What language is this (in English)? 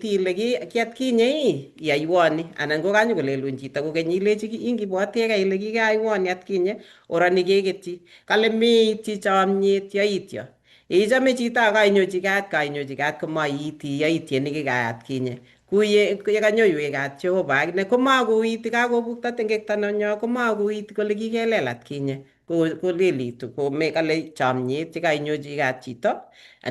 Kalenjin